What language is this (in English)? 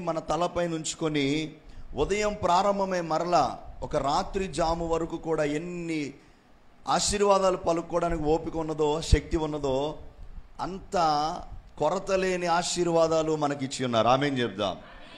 Telugu